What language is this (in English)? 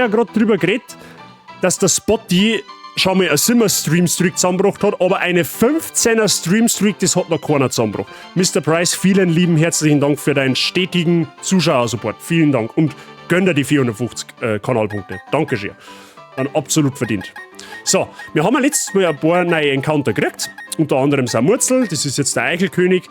Bavarian